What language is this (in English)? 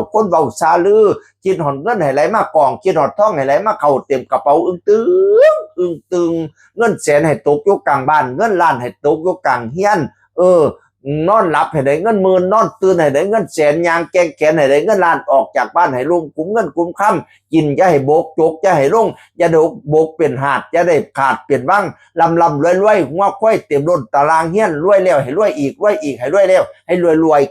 Northeastern Thai